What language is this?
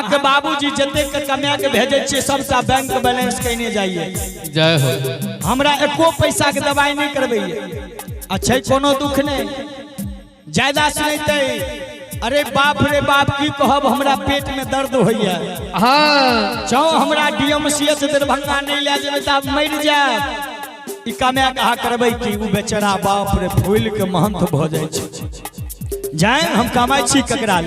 Maithili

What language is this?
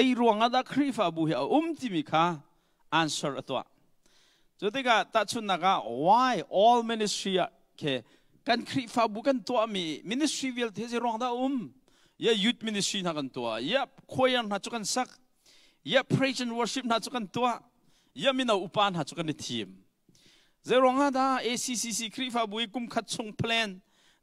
Hakha Chin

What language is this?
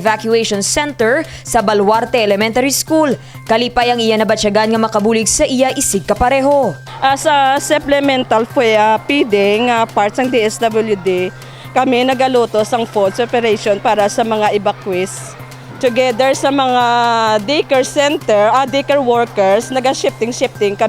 Hiligaynon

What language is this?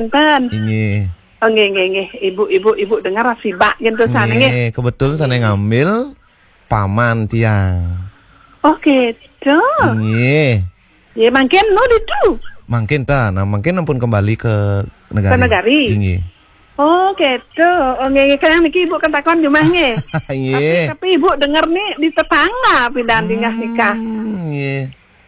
Balinese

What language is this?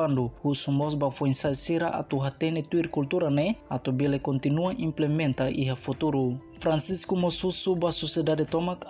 Tetum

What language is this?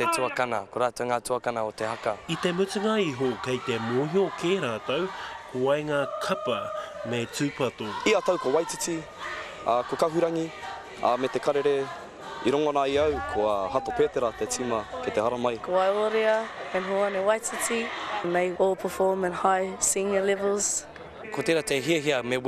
Māori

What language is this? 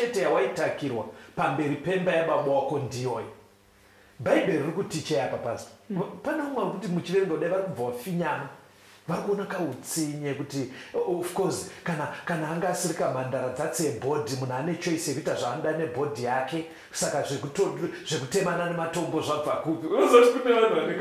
Shona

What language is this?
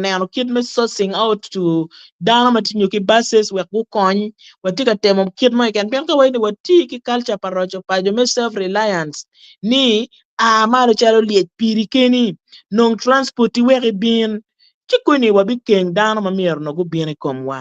Acoli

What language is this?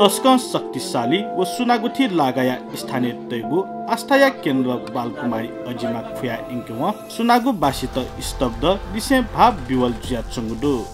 Newari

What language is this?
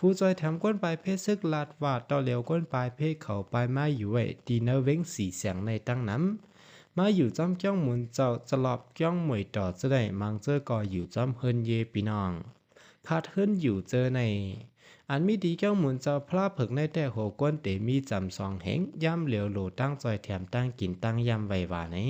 Shan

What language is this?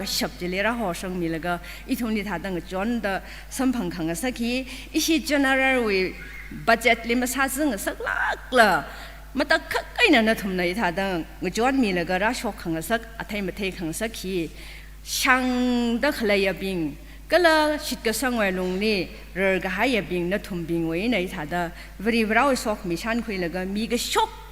Tangkhul Naga (India)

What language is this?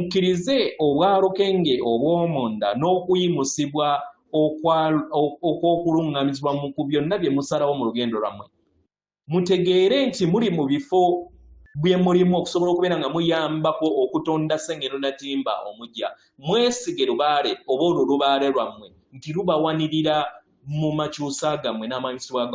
Ganda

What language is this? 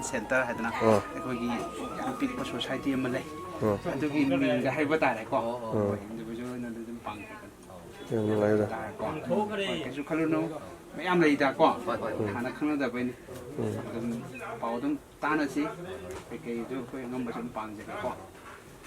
Manipuri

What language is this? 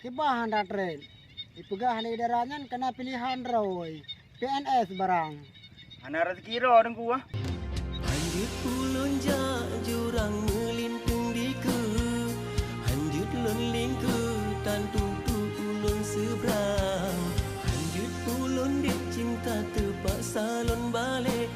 Achinese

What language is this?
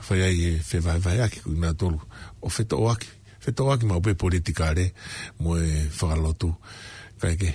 Tongan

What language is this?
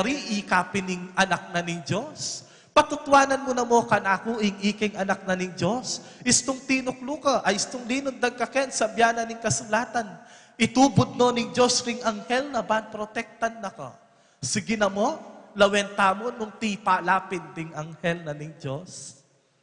Pampanga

